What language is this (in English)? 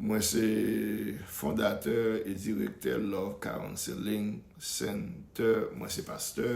Haitian Creole